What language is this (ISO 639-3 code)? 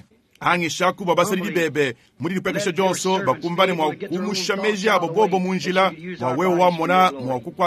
lua